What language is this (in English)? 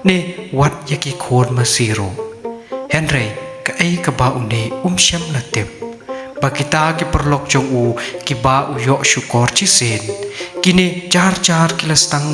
Khasi